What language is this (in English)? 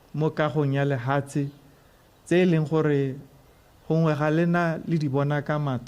Tswana